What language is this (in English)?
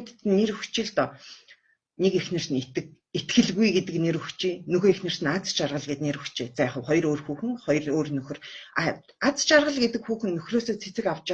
Mongolian